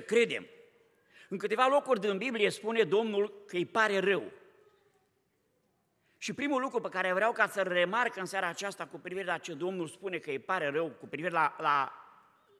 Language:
Romanian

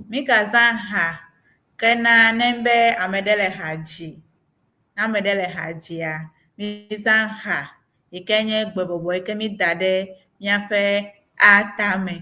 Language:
Ewe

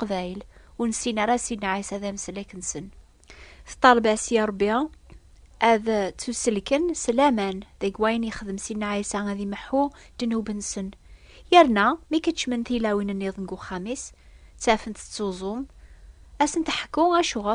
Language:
Kabyle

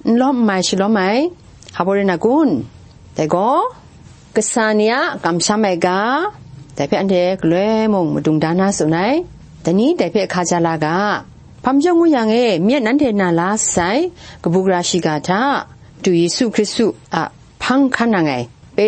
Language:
Kachin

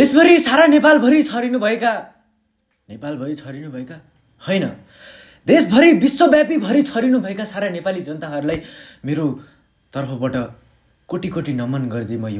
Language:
Nepali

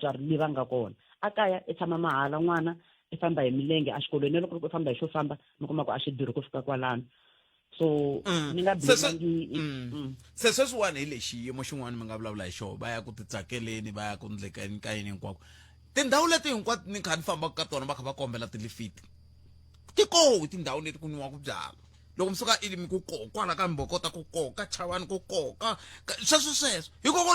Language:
Tsonga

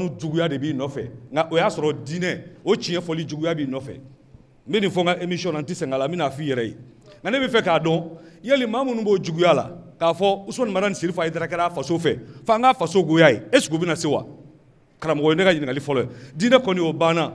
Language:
Bambara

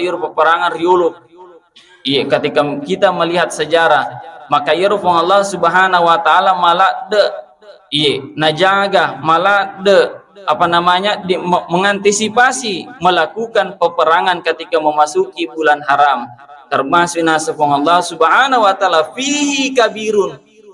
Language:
Buginese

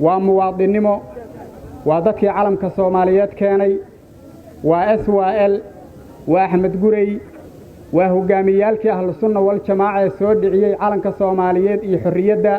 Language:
Somali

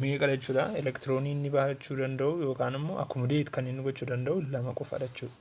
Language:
Oromo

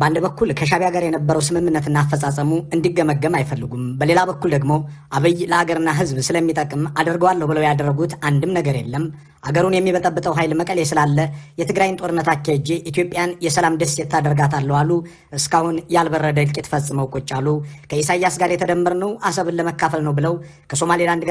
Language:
Amharic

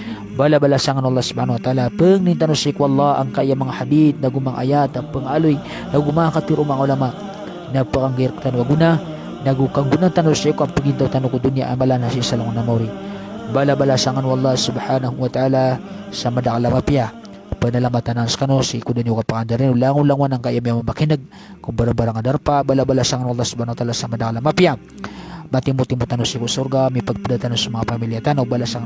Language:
Maranao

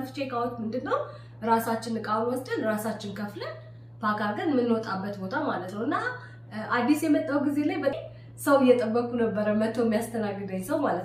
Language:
Amharic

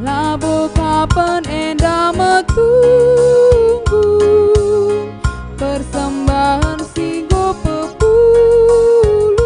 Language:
Batak Karo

